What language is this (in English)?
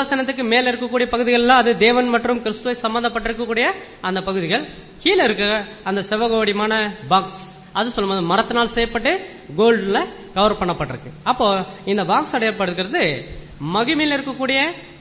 Tamil